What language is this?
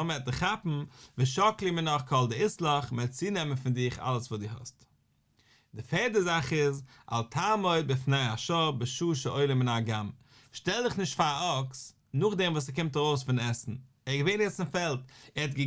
Yiddish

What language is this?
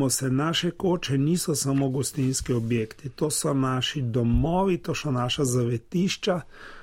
Slovenian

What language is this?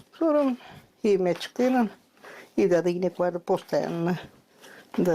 Gagauz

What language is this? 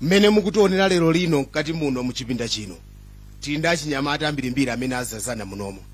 Nyanja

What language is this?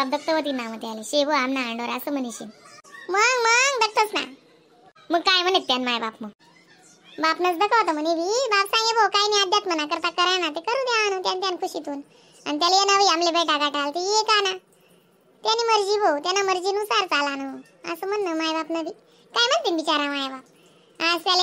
Khandesi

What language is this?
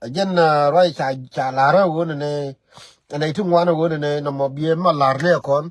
Nuer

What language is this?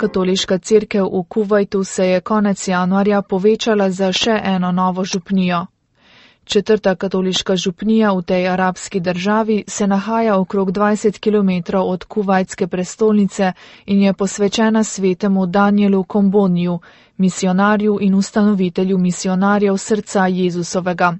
Slovenian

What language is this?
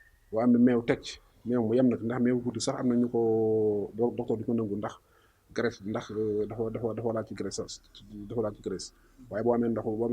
Wolof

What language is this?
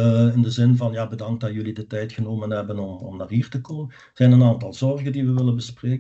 Dutch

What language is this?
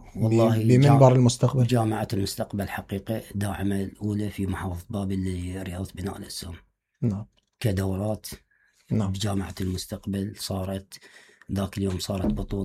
Mesopotamian Arabic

